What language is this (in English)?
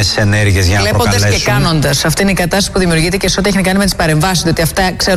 Greek